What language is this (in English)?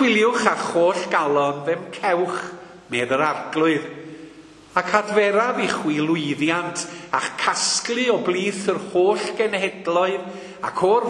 Welsh